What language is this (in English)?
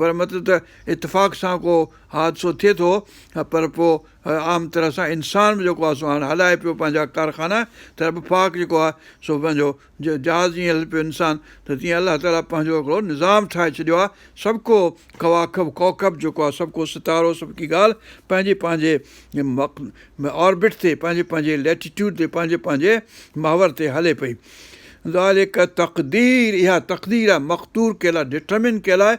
Sindhi